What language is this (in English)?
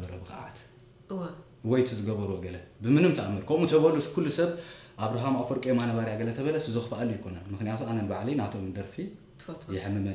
Tigrinya